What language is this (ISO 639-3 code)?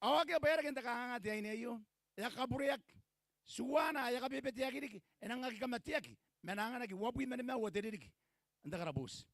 gil